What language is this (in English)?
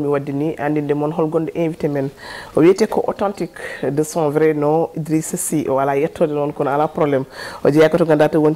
Fula